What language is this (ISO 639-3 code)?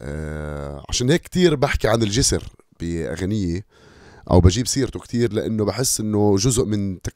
apc